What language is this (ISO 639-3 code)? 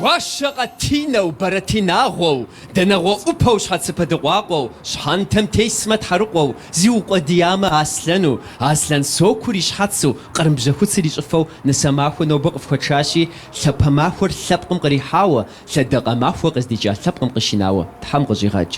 kbd